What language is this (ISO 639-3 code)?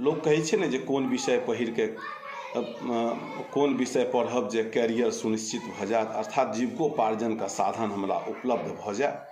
mai